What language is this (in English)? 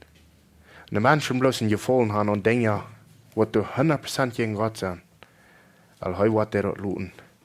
Plautdietsch